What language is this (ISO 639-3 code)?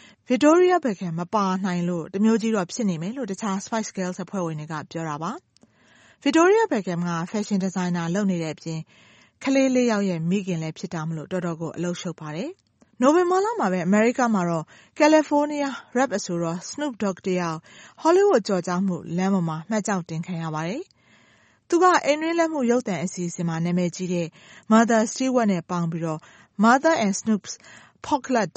mya